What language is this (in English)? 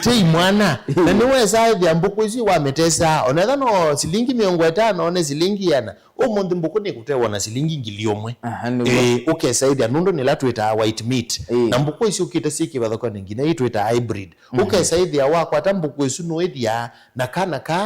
Kamba